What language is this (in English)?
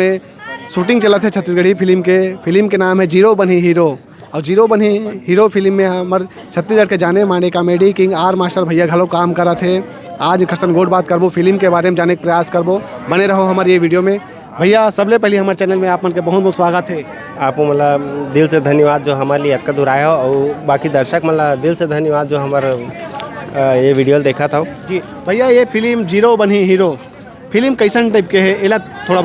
Chhattisgarhi